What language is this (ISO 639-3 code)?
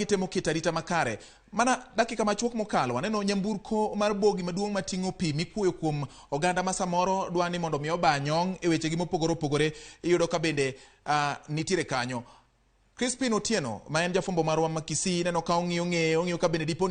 luo